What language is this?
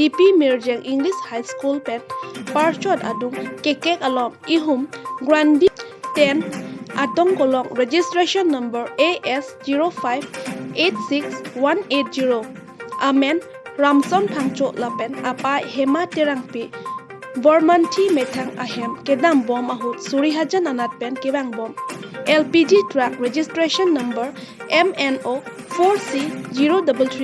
Karbi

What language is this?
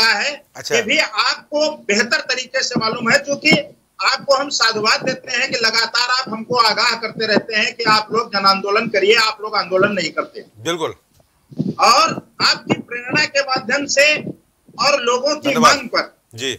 Hindi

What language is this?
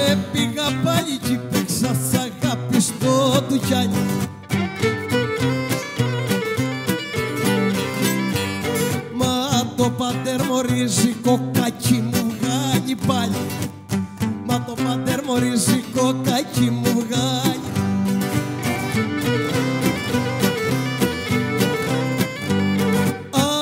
Greek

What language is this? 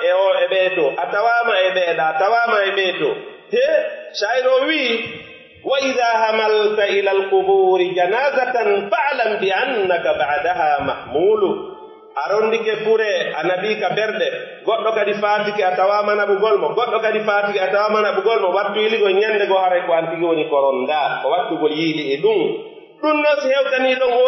Pular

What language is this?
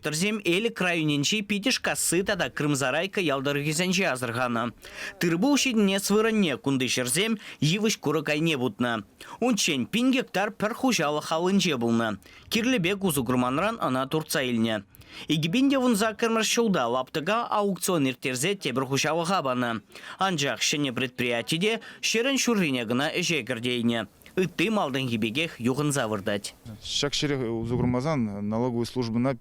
Chuvash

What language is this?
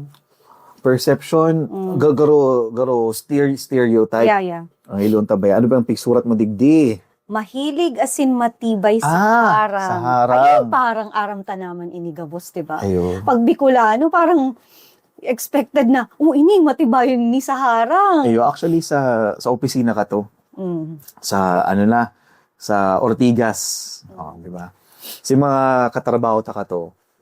Bikol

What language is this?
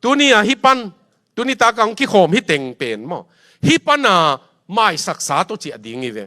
Tedim Chin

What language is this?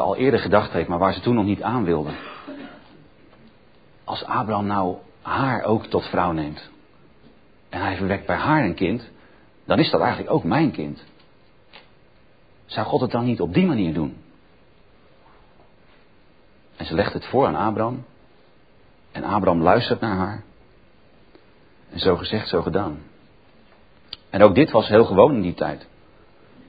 Dutch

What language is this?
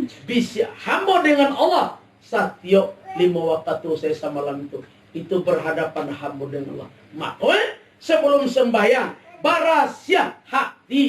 Minangkabau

